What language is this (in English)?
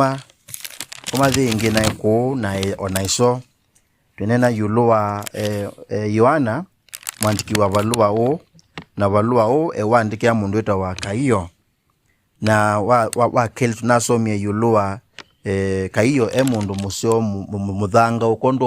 Kamba